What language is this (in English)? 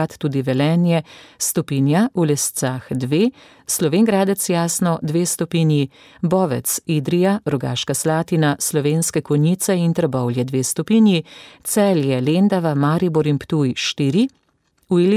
Slovenian